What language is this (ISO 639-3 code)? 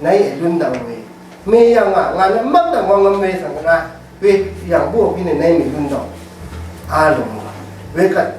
raw